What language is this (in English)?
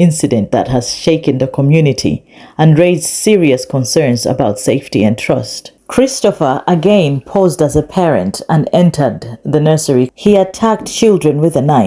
English